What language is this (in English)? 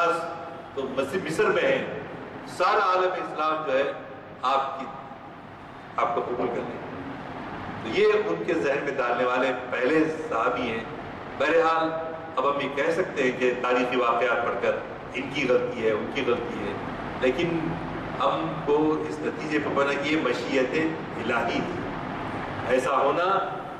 Urdu